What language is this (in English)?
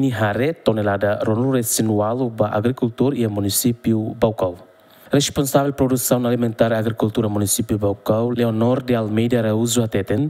Tetum